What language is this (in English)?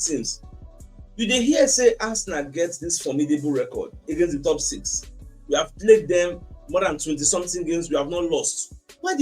Nigerian Pidgin